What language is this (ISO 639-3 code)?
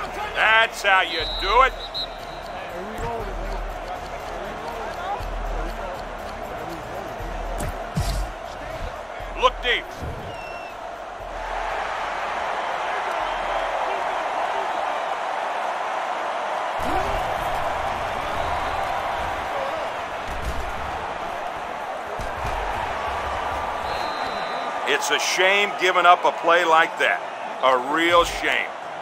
eng